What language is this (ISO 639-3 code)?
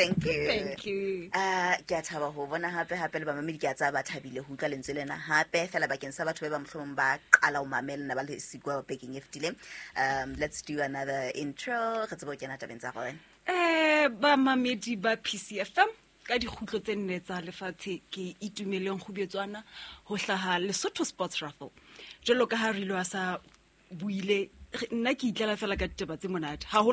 sot